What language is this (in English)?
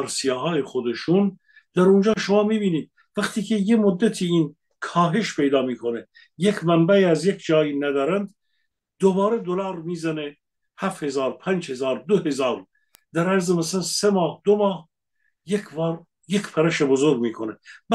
Persian